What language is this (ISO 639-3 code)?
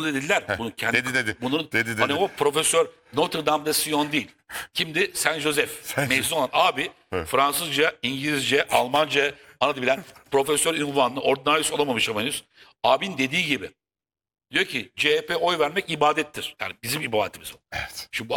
tur